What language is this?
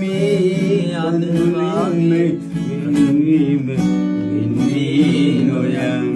Sinhala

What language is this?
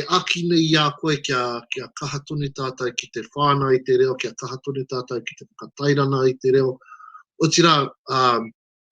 Māori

